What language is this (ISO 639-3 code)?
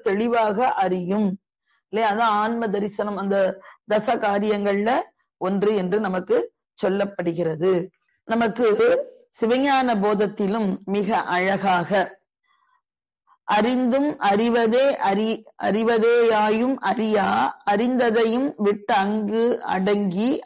tam